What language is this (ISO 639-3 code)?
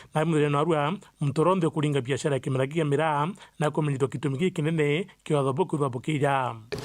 mer